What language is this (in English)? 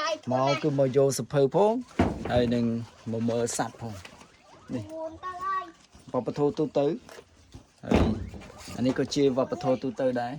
Khmer